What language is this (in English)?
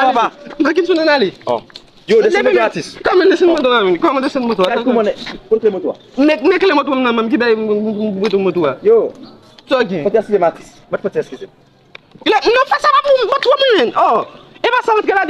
Haitian Creole